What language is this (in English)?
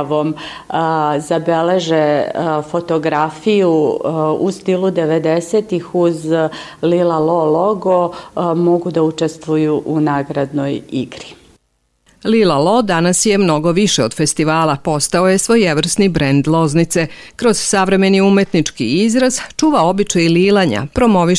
Serbian